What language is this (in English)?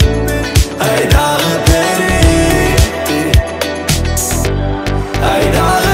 Kazakh